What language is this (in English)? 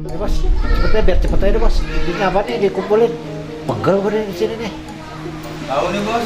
Betawi